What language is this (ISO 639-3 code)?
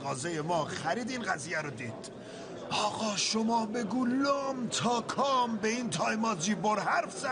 fas